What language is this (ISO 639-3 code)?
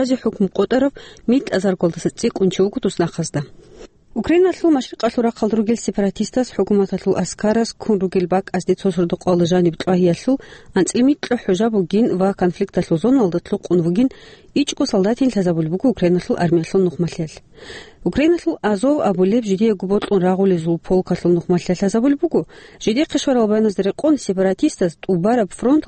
ava